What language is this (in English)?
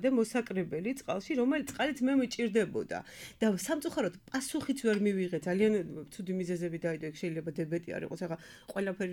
Georgian